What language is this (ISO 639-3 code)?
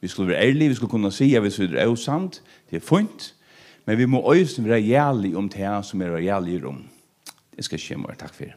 fao